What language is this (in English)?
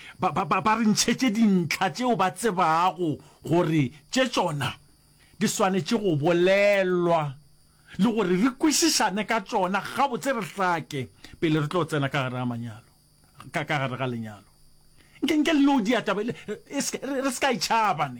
Northern Sotho